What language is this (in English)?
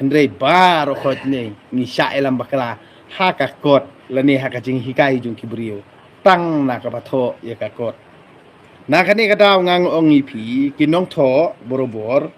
Khasi